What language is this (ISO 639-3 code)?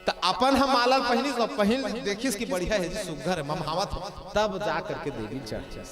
hne